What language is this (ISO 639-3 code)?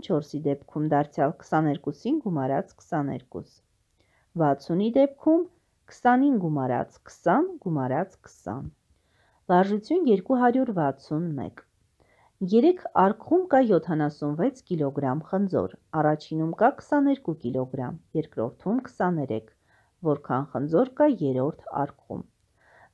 hye